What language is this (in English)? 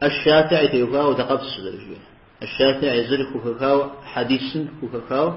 Kabardian